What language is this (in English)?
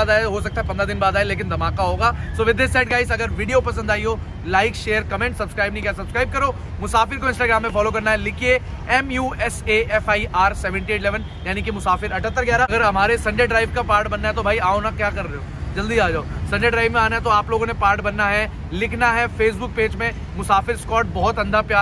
Hindi